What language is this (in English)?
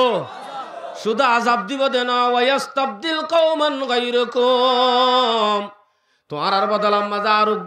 Rohingya